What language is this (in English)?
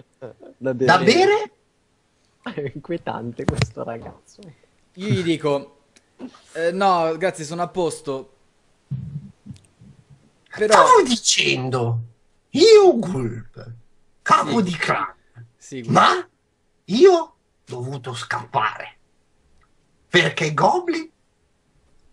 Italian